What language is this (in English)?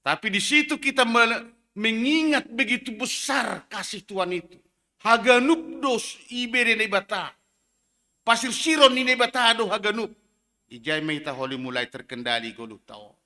Batak Simalungun